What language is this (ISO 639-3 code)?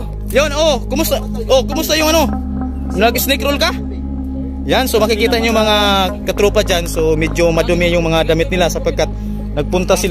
fil